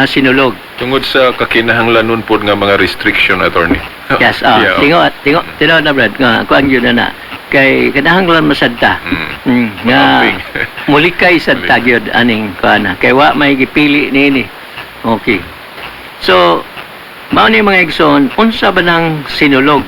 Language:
Cebuano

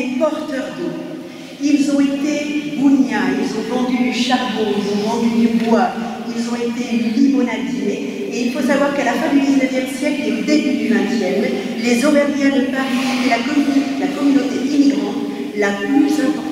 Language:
French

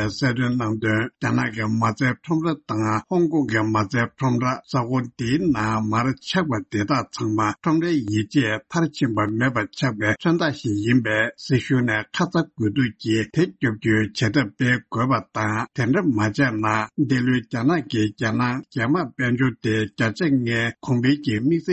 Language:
Tibetan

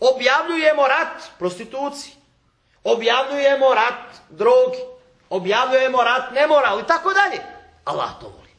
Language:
Bosnian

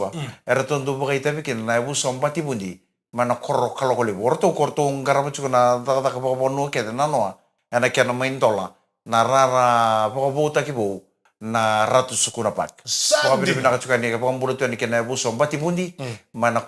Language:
Fijian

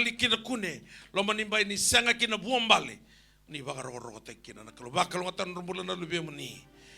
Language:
Fijian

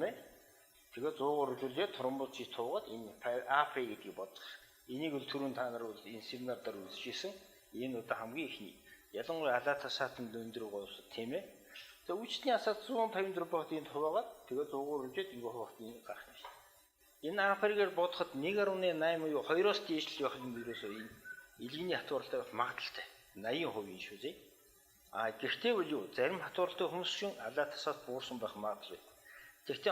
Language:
Mongolian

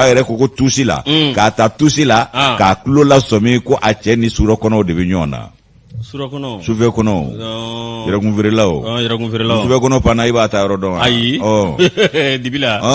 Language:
Bambara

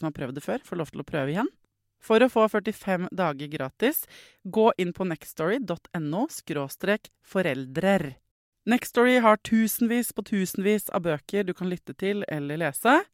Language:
Norwegian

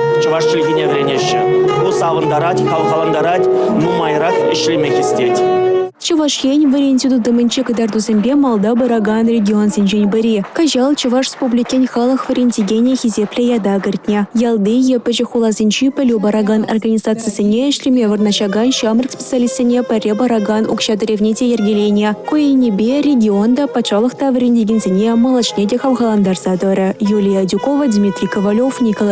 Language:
Chuvash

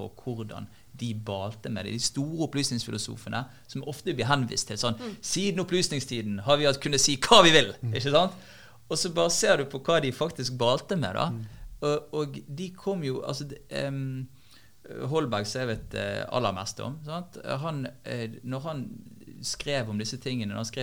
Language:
Norwegian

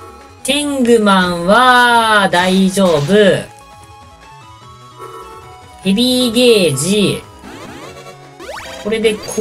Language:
Japanese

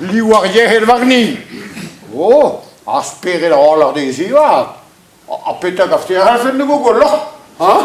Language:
Breton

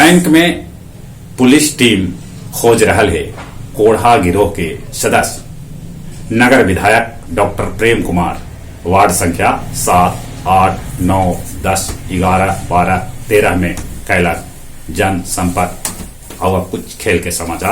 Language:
Magahi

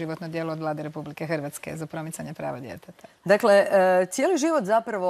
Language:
Croatian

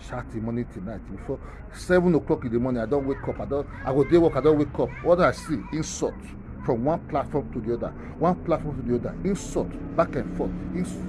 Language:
Nigerian Pidgin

